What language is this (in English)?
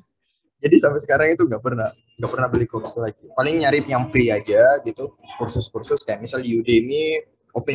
Indonesian